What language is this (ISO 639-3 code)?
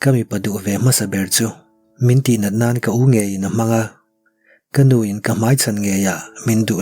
lus